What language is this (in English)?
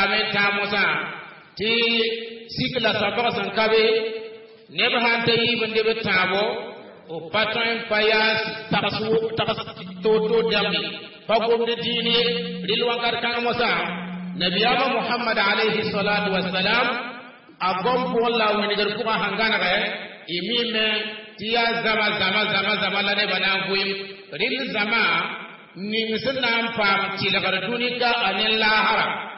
Mossi